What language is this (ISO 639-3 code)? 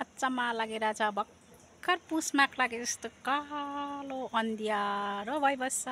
nep